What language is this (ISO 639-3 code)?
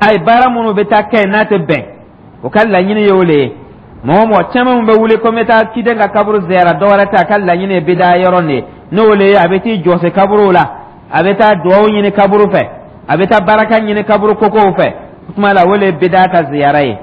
dyu